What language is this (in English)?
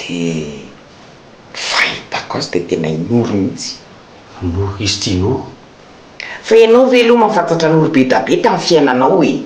Malagasy